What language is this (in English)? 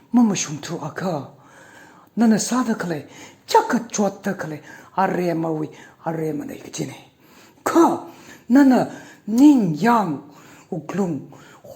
Tangkhul Naga (India)